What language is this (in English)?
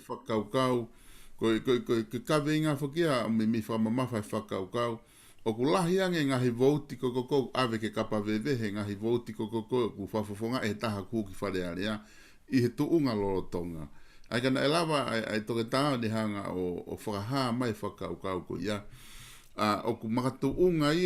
Tongan